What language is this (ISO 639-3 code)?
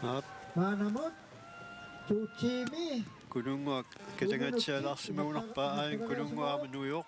kal